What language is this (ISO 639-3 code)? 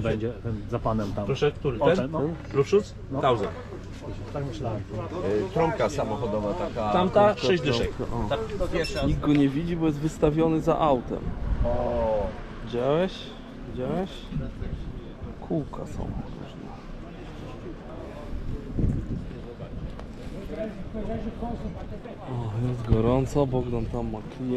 pol